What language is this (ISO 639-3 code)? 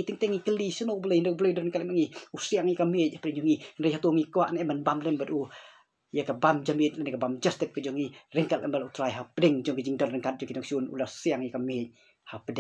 kha